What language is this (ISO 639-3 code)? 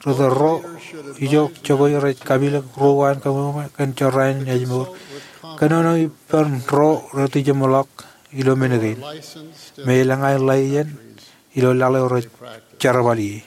mah